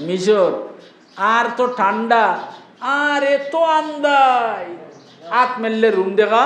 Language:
Sylheti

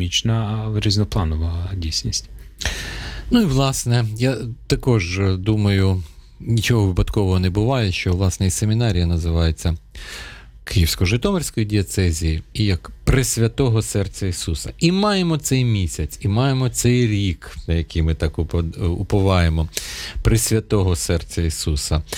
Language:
Ukrainian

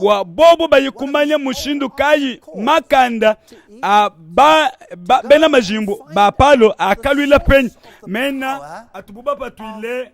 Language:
Luba-Lulua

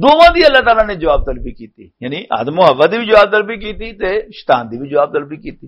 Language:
Western Panjabi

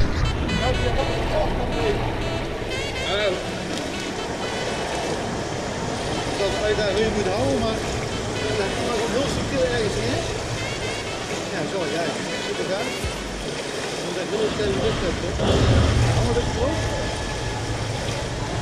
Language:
Dutch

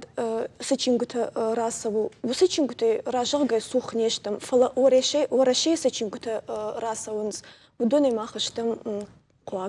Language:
Ossetic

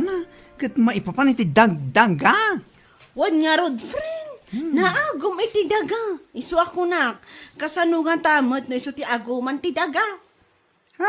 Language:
Iloko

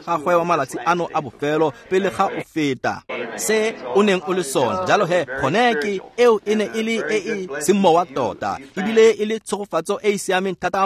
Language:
Tswana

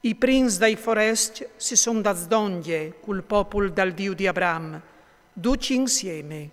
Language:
Friulian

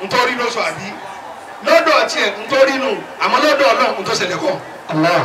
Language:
Yoruba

